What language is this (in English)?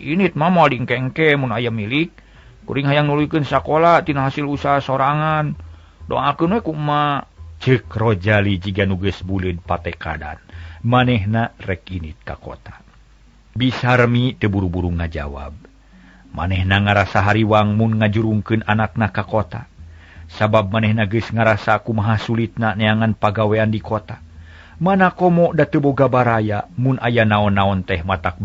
Sundanese